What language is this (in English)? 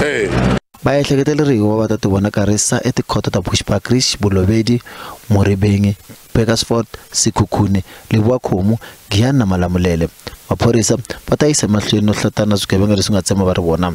Tsonga